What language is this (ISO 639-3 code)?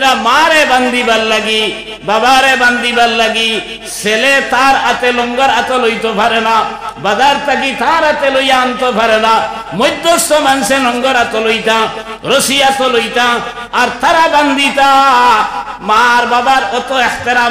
syl